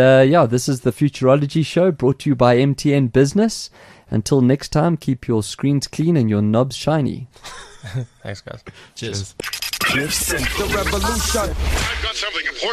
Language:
English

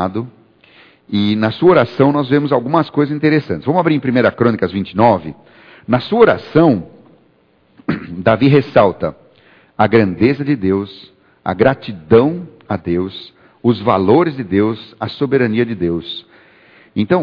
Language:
Portuguese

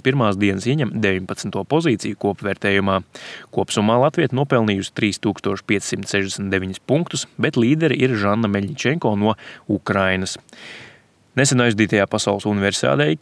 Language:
Latvian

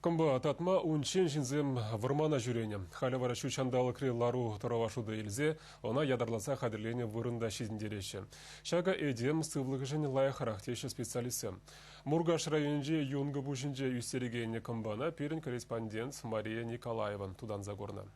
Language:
Chuvash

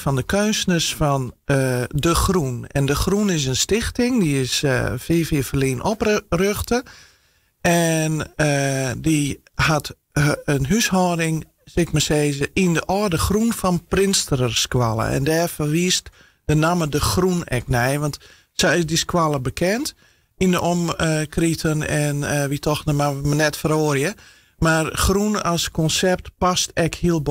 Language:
Western Frisian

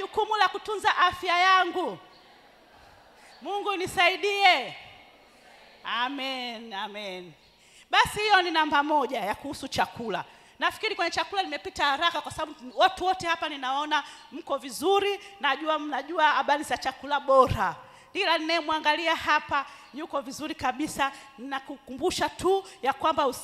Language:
Swahili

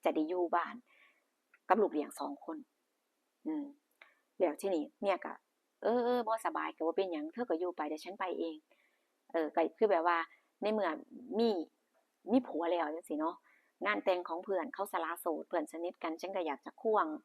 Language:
Northeastern Thai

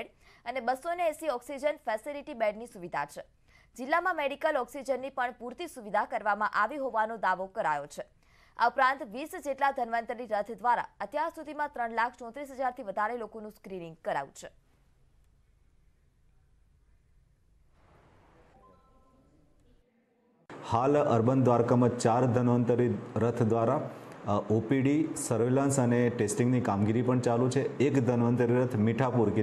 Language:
Gujarati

